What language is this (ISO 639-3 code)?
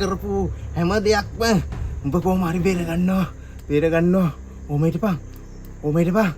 sin